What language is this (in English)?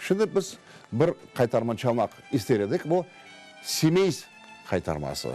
Crimean Tatar